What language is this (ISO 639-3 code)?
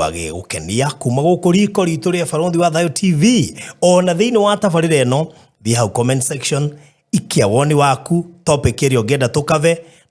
kik